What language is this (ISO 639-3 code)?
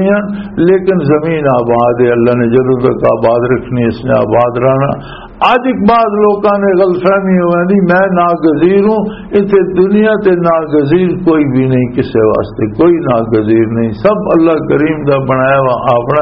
lah